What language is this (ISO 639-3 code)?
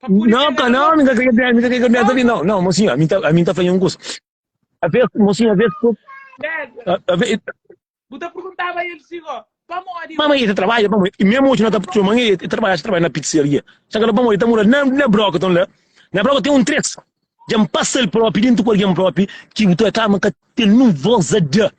kea